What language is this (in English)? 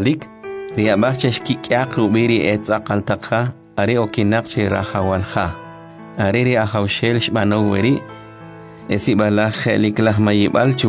Kʼicheʼ